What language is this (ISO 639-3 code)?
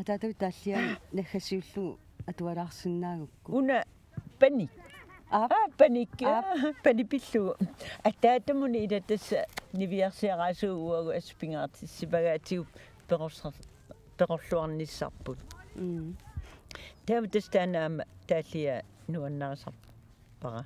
kal